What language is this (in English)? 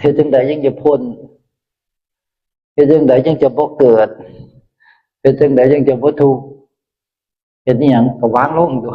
Northeastern Thai